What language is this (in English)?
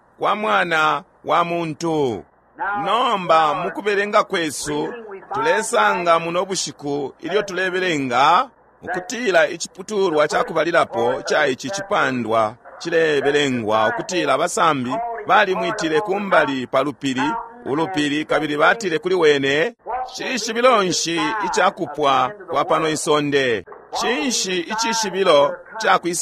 Bemba